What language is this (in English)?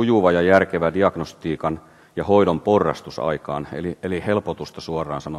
Finnish